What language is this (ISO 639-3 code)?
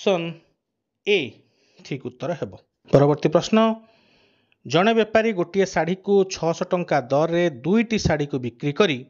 ori